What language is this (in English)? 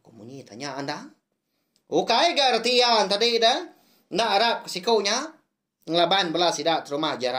Iban